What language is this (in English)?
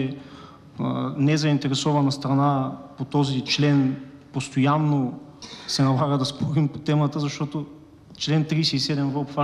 Bulgarian